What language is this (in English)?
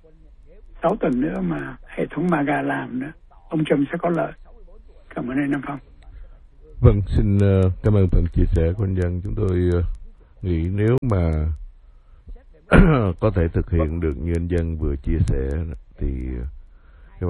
Vietnamese